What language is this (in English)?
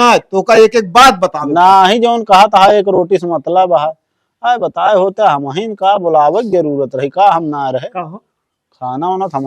Awadhi